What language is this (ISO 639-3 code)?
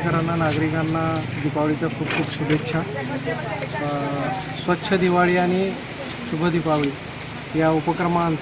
mar